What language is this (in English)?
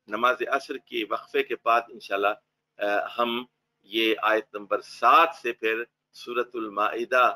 Urdu